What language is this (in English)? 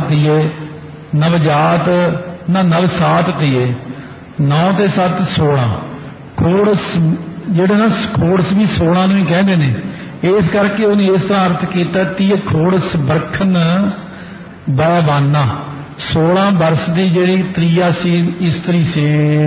Punjabi